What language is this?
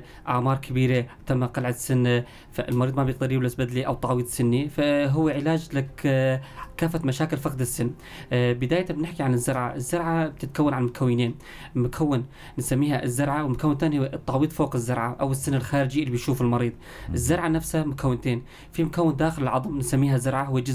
North Levantine Arabic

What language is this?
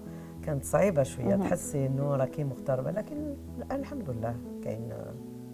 Algerian Arabic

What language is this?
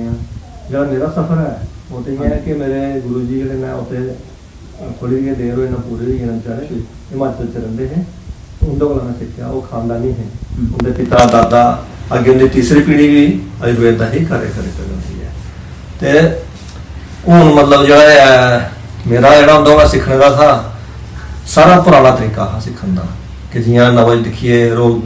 Dogri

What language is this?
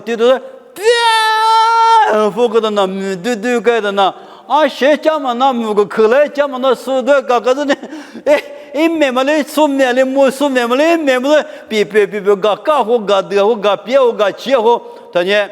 Lisu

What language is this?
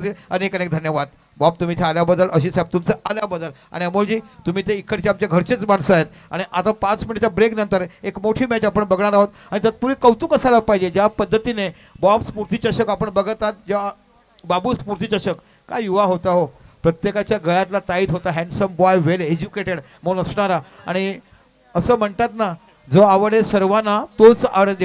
Marathi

